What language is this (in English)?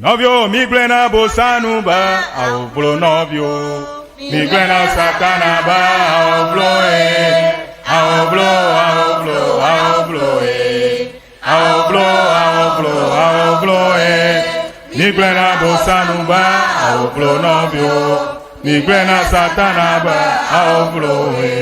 Ewe